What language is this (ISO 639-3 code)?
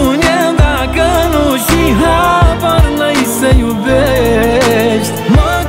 ron